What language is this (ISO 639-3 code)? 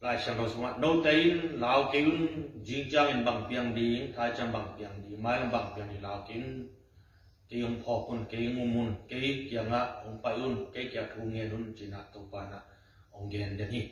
ctd